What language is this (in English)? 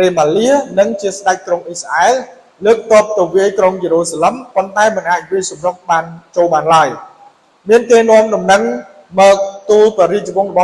Khmer